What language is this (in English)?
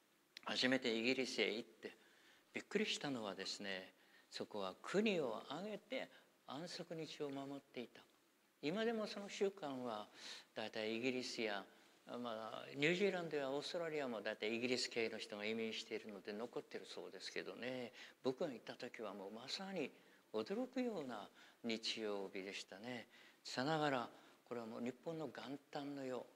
Japanese